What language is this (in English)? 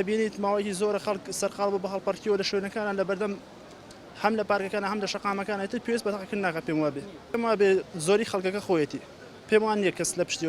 Central Kurdish